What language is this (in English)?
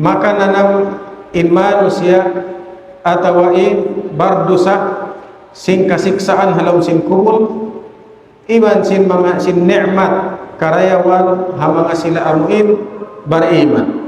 Tausug